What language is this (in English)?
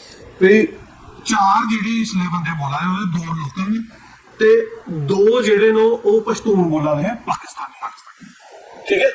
Dogri